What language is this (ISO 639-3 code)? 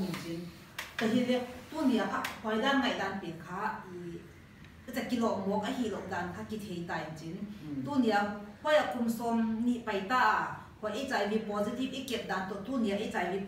pck